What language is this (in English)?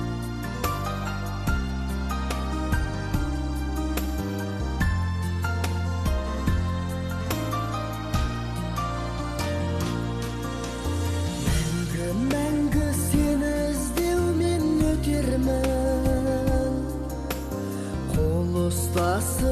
Kazakh